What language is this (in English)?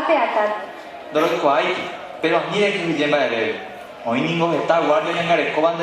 Guarani